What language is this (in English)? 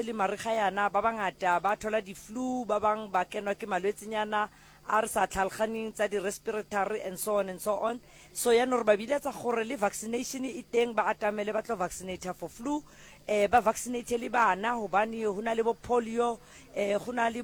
Northern Sotho